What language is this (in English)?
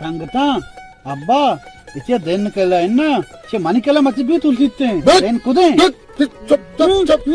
Baluchi